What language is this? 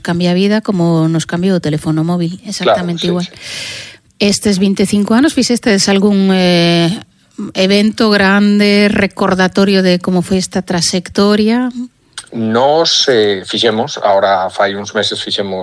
Galician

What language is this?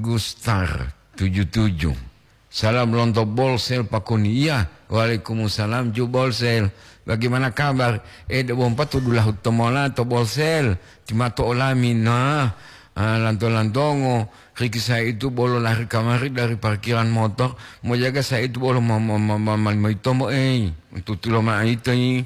Gorontalo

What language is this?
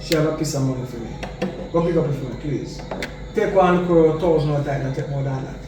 Jamaican Creole English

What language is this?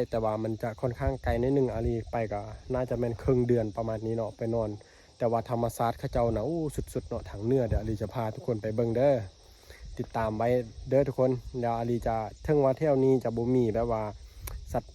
Lao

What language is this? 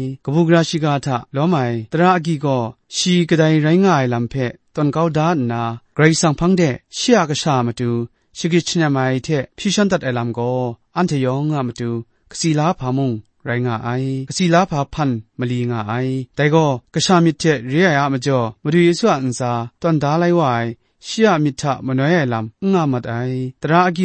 Kachin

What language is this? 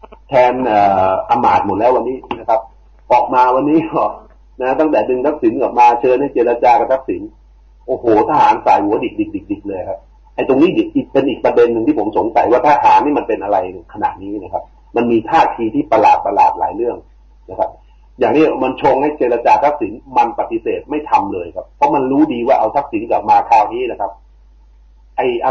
Thai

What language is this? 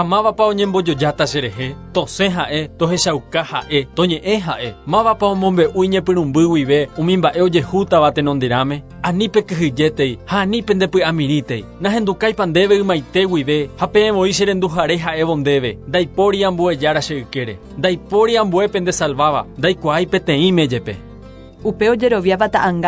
Guarani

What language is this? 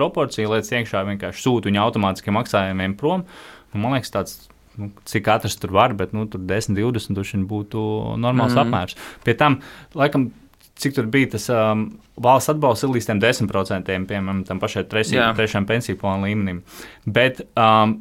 Latvian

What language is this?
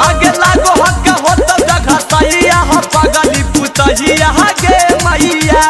Magahi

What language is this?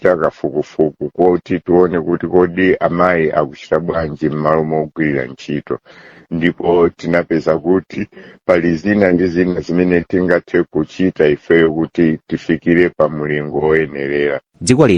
Nyanja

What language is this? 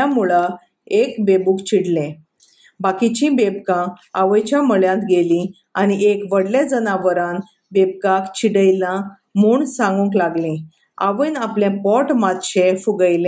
Konkani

